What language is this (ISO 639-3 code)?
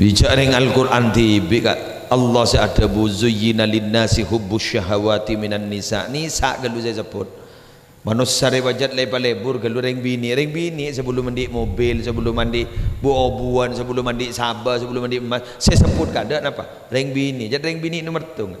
mad